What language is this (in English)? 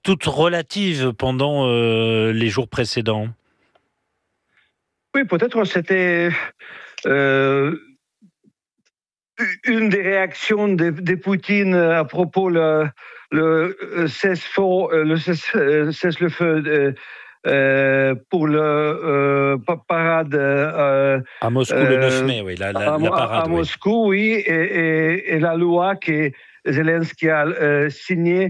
French